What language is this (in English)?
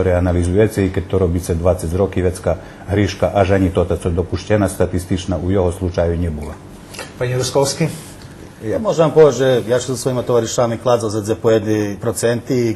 Rusyn